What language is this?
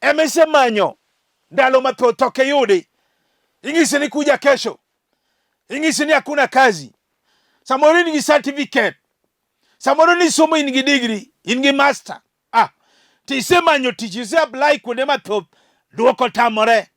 Luo (Kenya and Tanzania)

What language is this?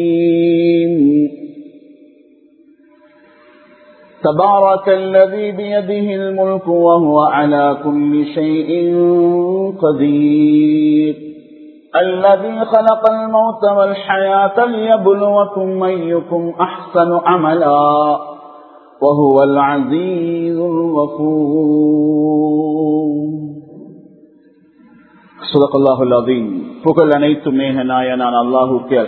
Tamil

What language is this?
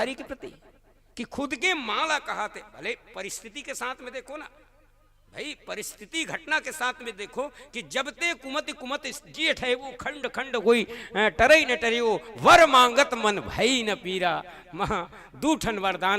Chhattisgarhi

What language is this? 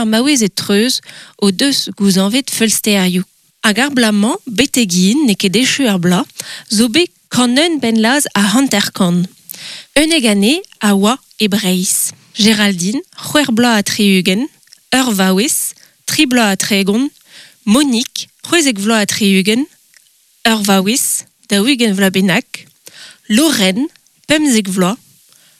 Breton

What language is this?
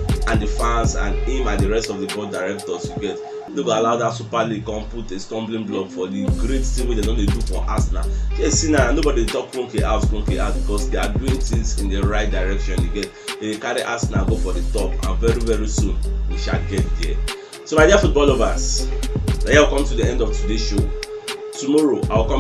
Nigerian Pidgin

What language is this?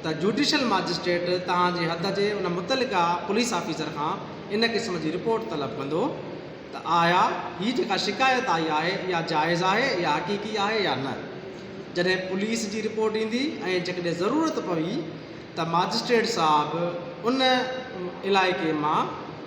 Sindhi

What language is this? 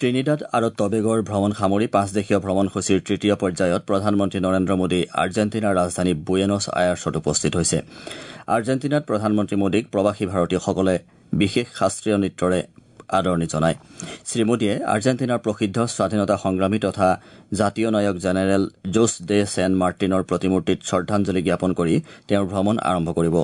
Assamese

